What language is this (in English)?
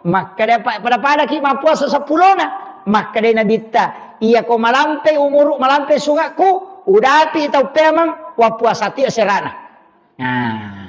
Buginese